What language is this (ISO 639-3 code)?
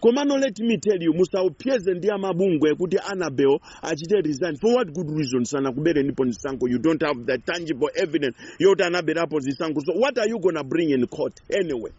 nya